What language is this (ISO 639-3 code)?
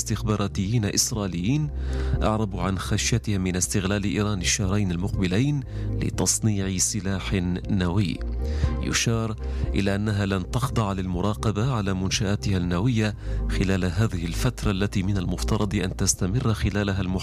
ara